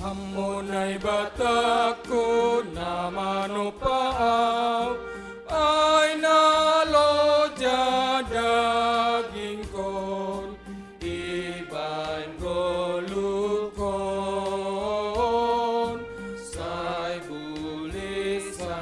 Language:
Batak Simalungun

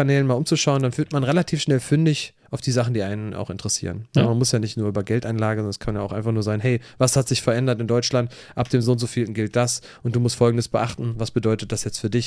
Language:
German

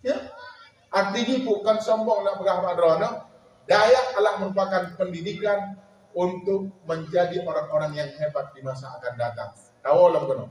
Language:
Achinese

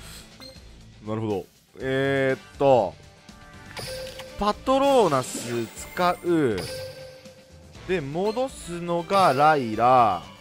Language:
Japanese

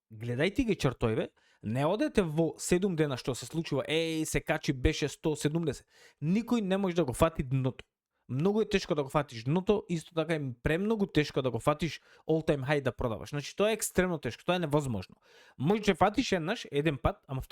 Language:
Macedonian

